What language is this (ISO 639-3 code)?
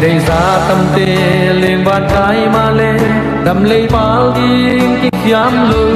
pck